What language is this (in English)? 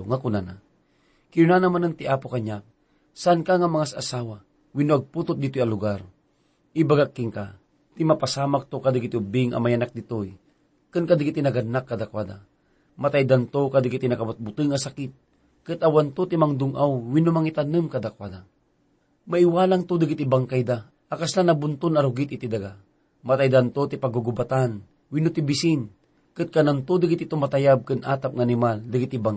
Iloko